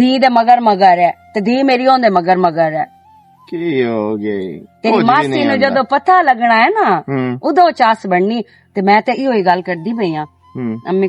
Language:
Western Panjabi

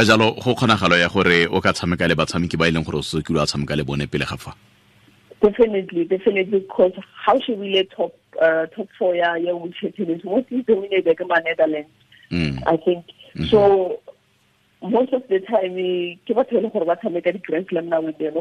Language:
Tswana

